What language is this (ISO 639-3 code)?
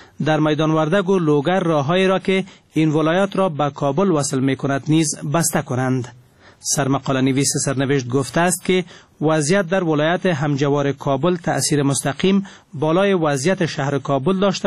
fas